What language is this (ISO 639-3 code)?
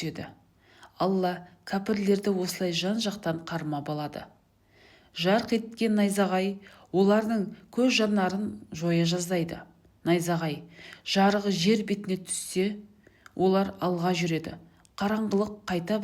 kaz